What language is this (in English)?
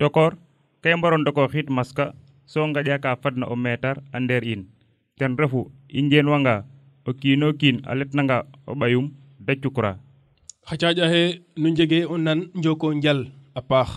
Serer